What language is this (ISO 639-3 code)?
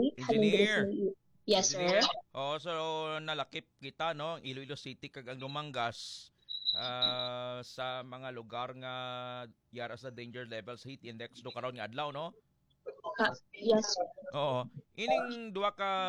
hil